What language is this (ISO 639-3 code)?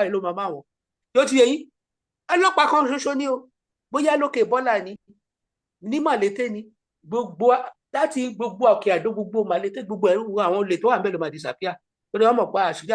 yor